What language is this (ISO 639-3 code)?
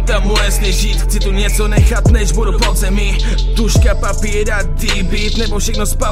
ces